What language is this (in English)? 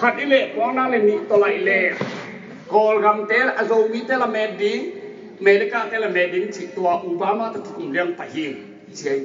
Tedim Chin